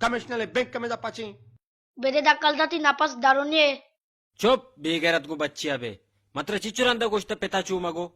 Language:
Baluchi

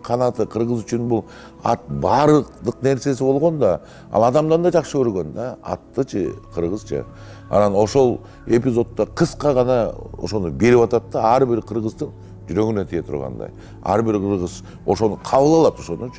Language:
Kyrgyz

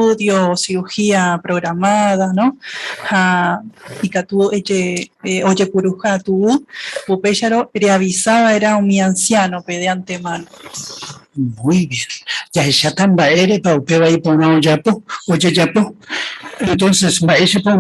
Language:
Guarani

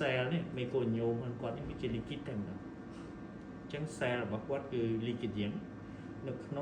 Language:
Khmer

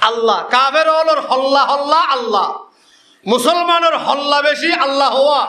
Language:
Rohingya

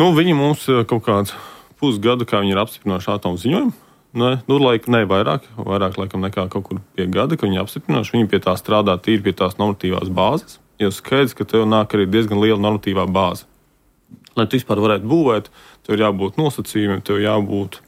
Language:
Latvian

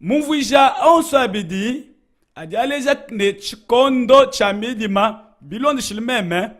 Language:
Luba-Lulua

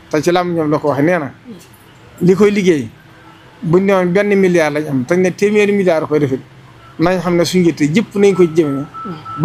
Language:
Wolof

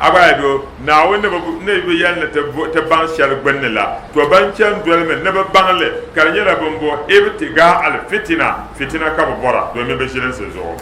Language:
Dagbani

